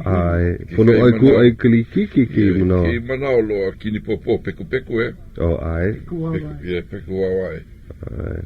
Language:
Hawaiian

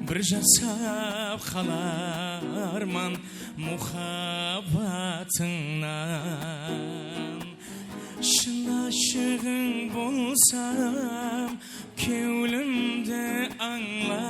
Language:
Kara-Kalpak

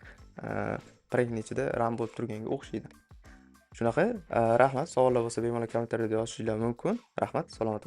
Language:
Uzbek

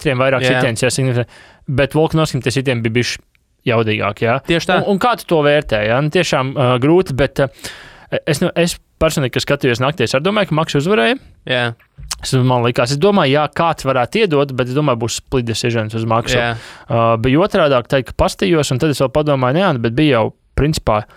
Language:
Latvian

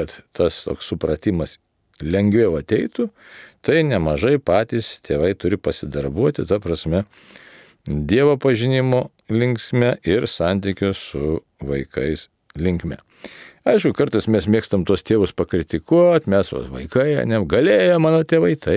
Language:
Lithuanian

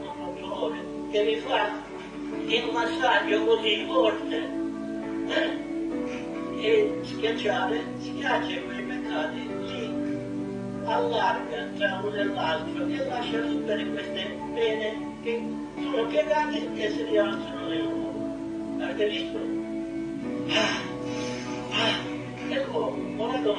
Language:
Italian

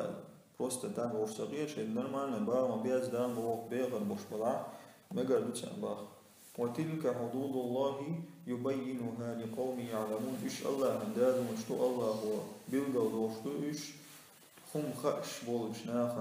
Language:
Chechen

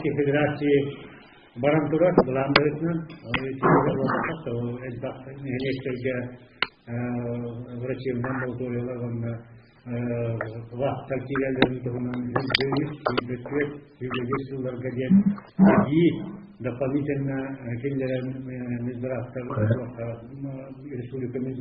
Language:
Yakut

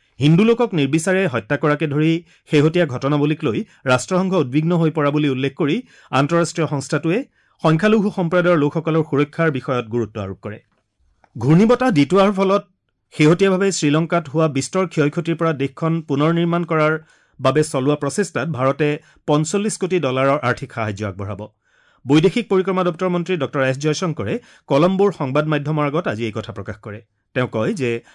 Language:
Assamese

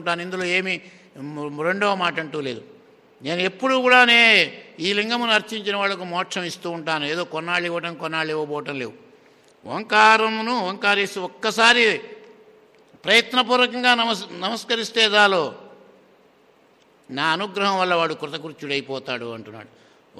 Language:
Telugu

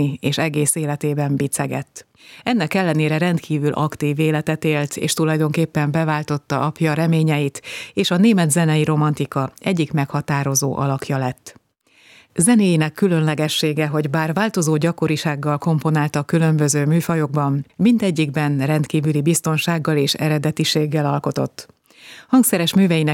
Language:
Hungarian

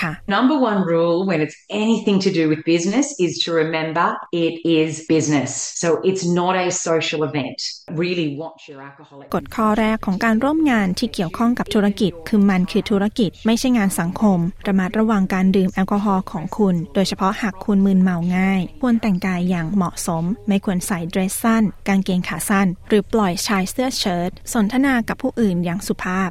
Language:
Thai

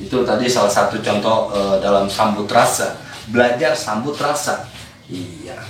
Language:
Betawi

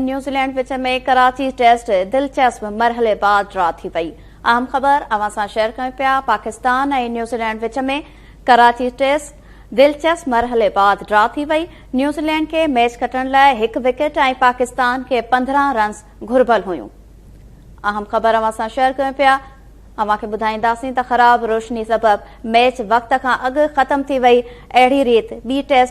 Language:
Sindhi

